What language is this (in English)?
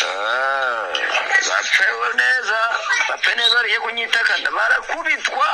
Kinyarwanda